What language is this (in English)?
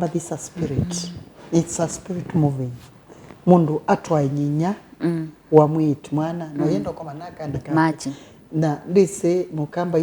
Kamba